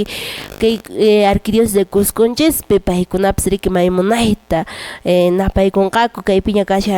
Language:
Quechua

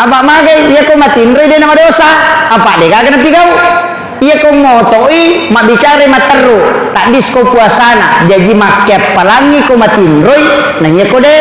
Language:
Buginese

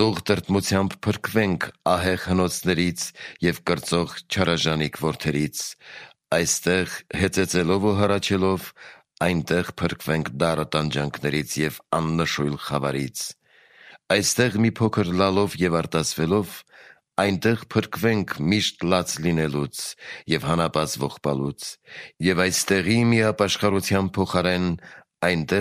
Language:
Armenian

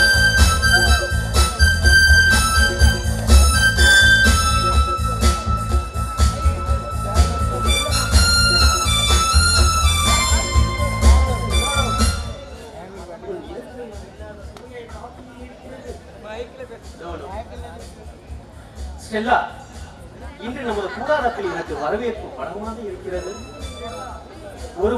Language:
Tamil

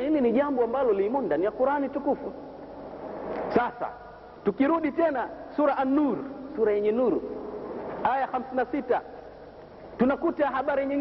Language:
Swahili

